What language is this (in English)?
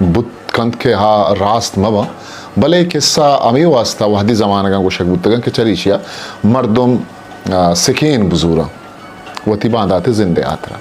Eastern Balochi